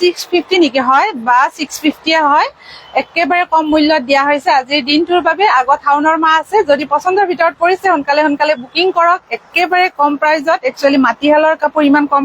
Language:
Assamese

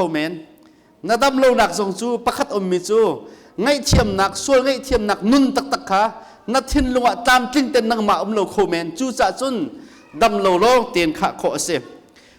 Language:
Hakha Chin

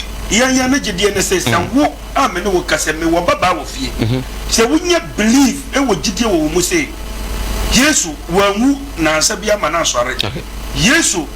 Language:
Akan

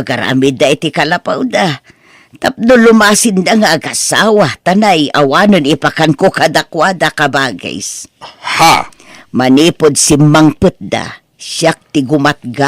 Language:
Iloko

